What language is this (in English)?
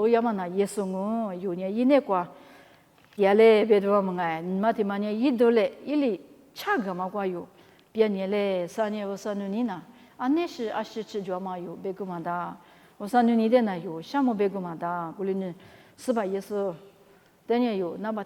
Lisu